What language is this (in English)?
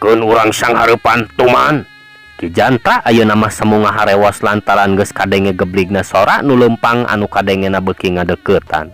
Sundanese